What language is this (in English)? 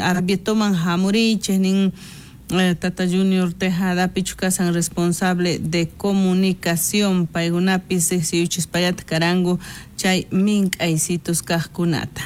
South Bolivian Quechua